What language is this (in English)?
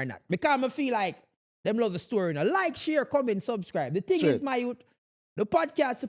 Jamaican Creole English